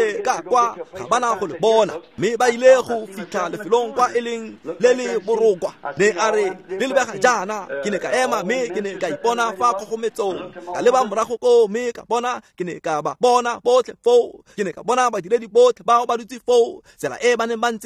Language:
Tswana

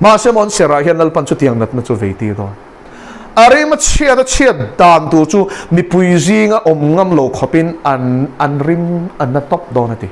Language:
Mizo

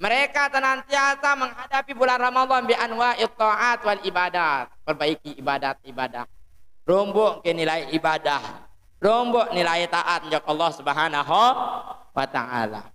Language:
Sasak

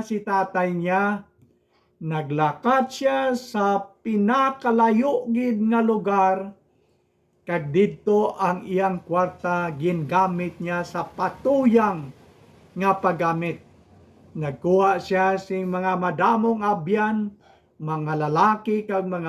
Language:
Hiligaynon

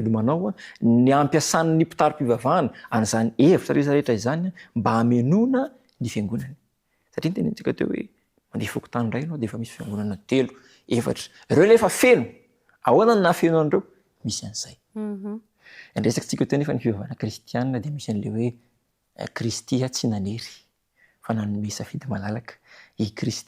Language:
Malagasy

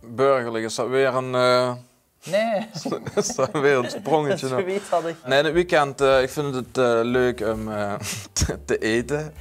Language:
Limburgish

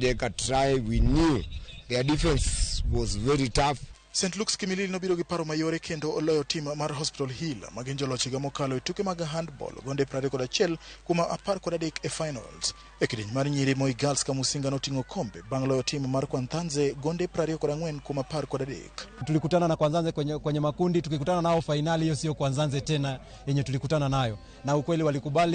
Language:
Luo (Kenya and Tanzania)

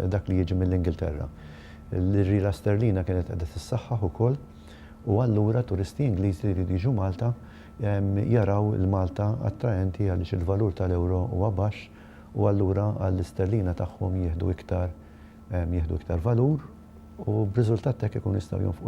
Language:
Maltese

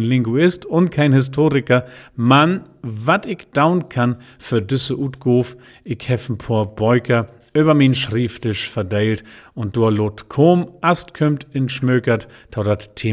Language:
Low German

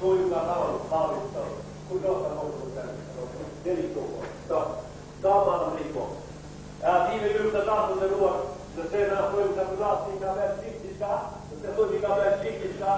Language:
Bosnian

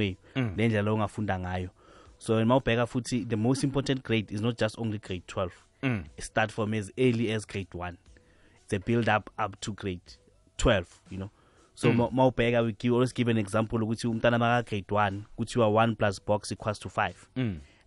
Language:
South Ndebele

